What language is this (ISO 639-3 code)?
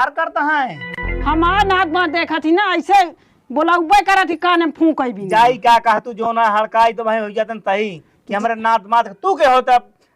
awa